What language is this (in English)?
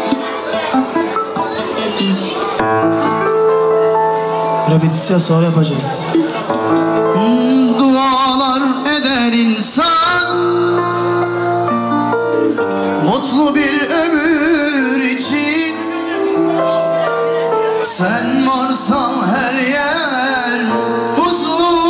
Turkish